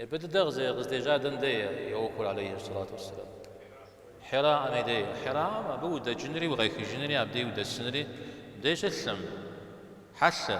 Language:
Kabardian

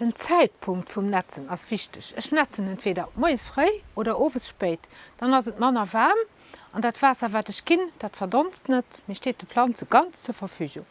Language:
Luxembourgish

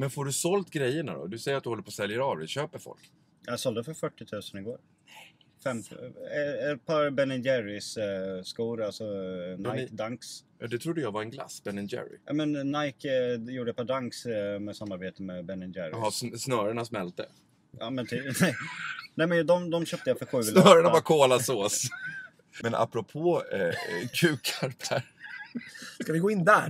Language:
Swedish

